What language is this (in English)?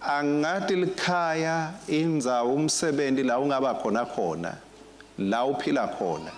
Swati